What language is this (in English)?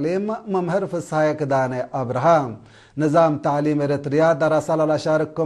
Tigre